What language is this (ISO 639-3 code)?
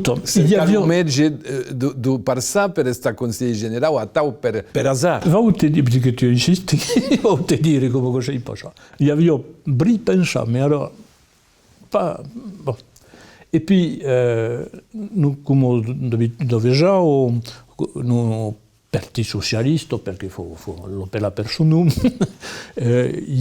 oci